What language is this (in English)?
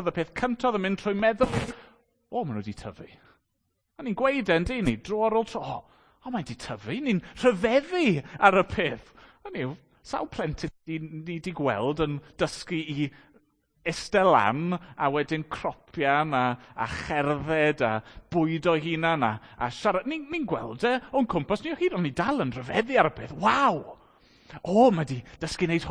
Welsh